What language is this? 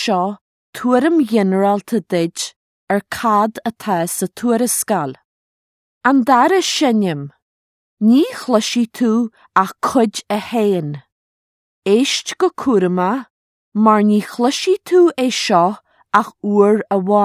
Irish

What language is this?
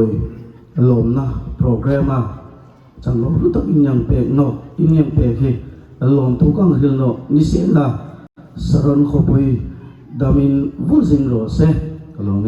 Hmar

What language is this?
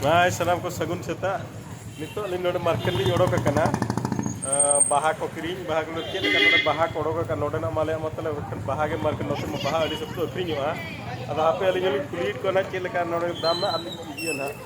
Santali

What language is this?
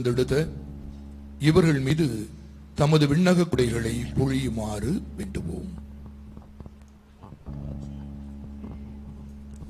Tamil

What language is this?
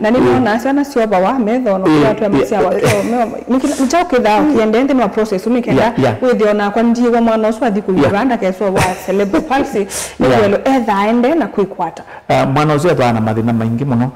Kamba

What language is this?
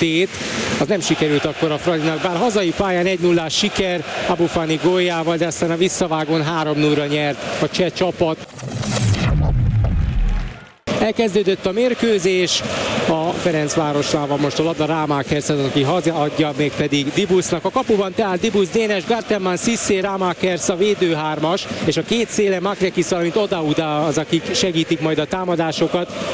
Hungarian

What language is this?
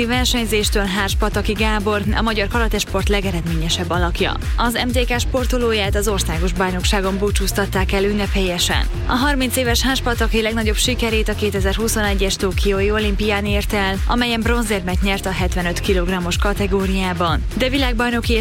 Hungarian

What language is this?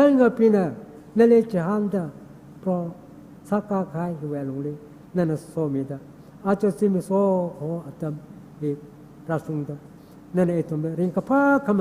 Tangkhul Naga (India)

